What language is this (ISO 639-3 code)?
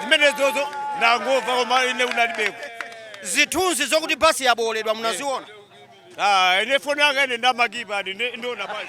nya